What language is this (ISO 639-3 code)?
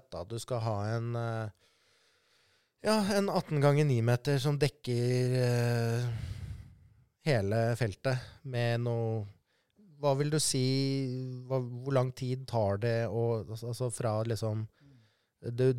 nor